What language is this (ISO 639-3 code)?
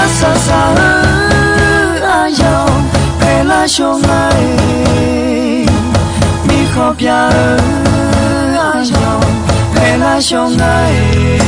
ahk